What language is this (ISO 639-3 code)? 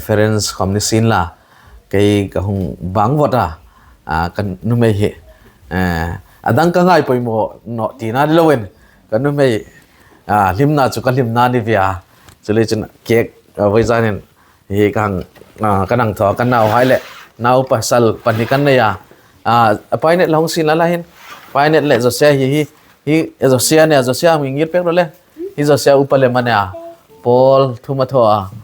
hmr